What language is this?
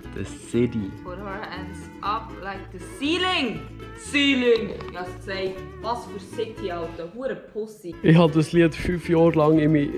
Swiss German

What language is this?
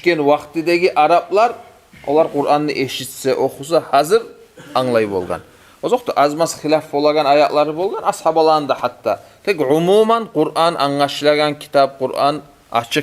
Kumyk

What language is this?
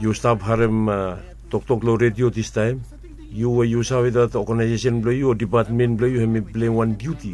Bislama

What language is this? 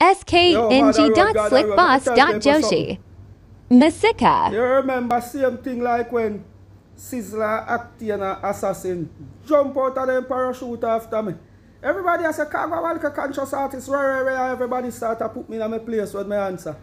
Jamaican Creole English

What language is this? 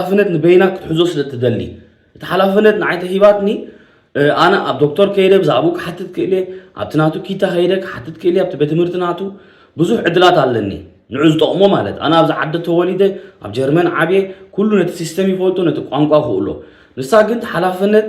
Tigrinya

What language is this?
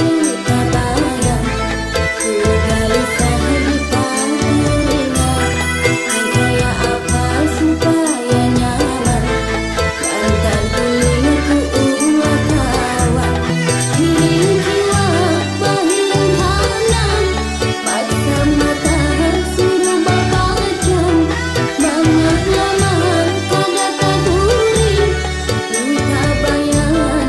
Banjar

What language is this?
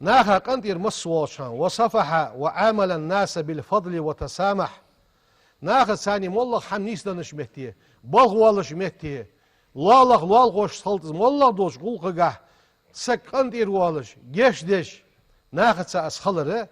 Ingush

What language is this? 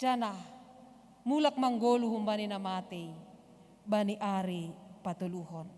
Batak Simalungun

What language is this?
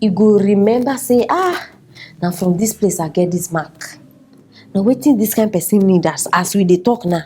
Nigerian Pidgin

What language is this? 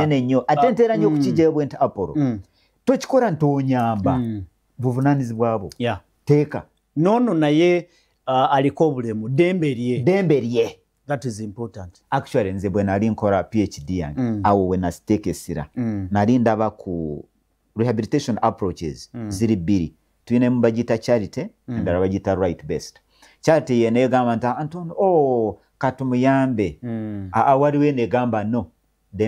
Ganda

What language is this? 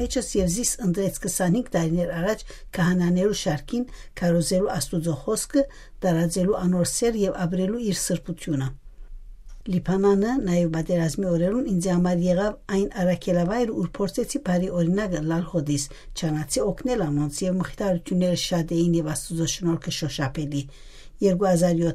Western Armenian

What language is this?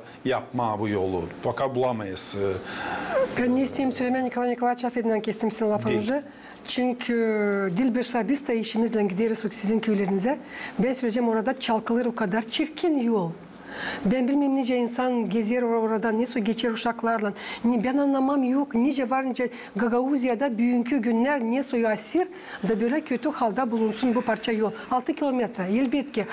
Gagauz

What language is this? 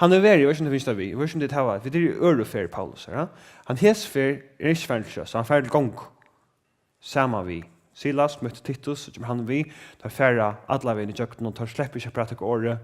Faroese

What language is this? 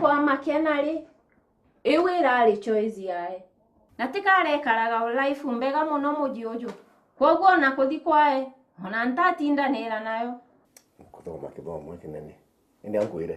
Meru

